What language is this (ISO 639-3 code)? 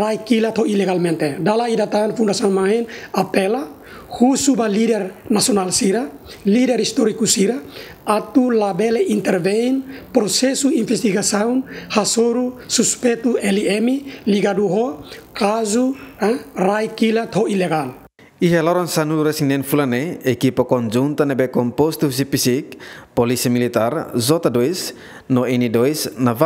tet